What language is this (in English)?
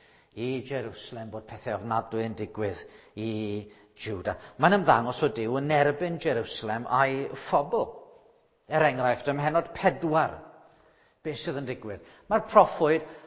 Welsh